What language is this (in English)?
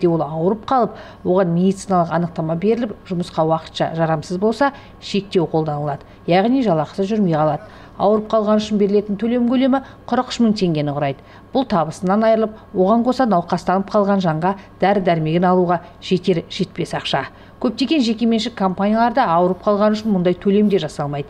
Kazakh